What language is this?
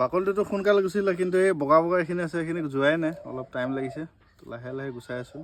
Assamese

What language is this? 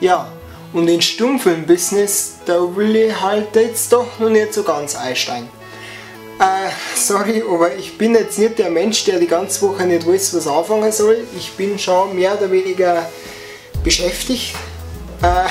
Bavarian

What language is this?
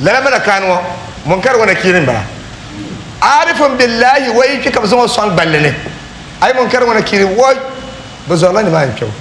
Dagbani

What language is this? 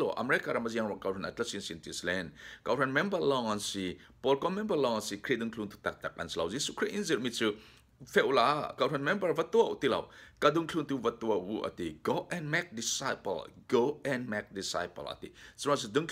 Falam Chin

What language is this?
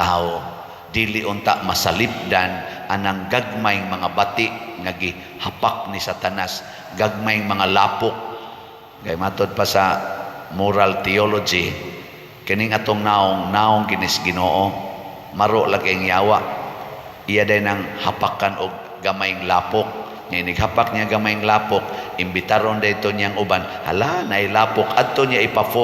Cebuano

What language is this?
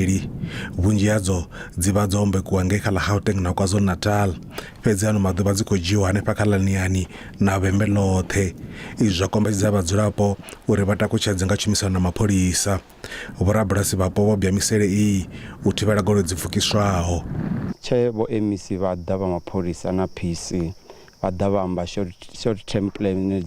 Venda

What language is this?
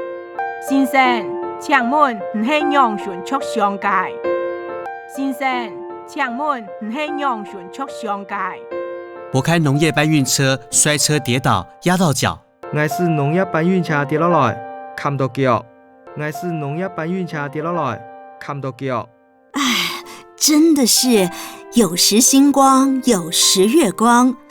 Hakka Chinese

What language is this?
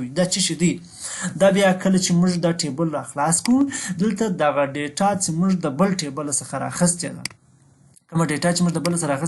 Pashto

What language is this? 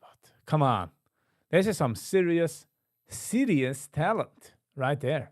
Yiddish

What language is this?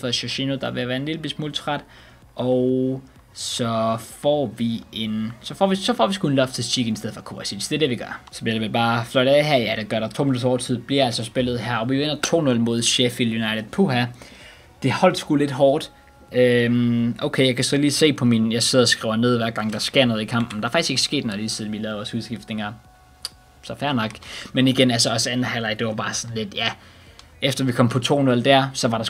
Danish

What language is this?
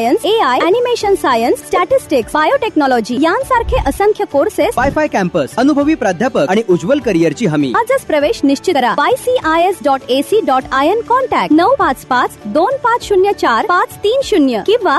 Marathi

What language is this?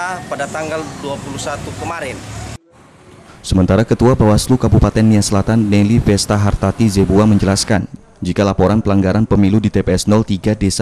Indonesian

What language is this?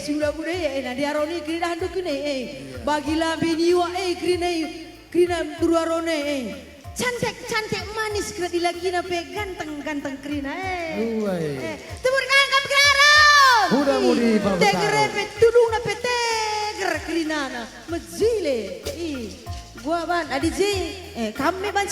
Batak Karo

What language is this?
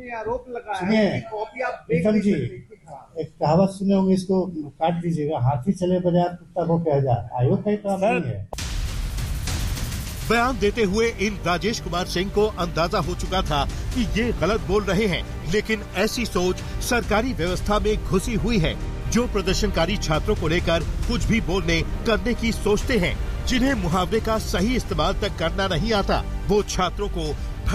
Hindi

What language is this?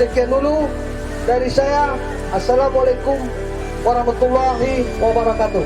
Minangkabau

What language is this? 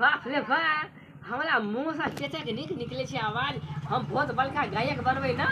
Maithili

